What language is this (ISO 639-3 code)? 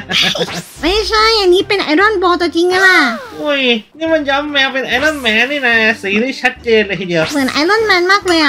tha